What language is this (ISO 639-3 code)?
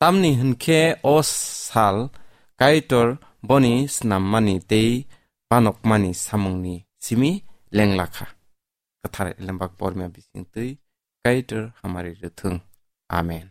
trp